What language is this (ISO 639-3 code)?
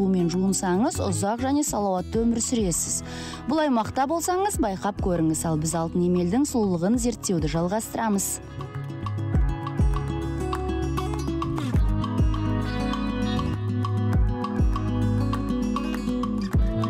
kaz